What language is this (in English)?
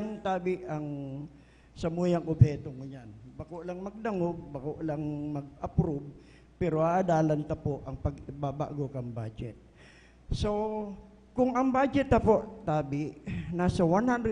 Bikol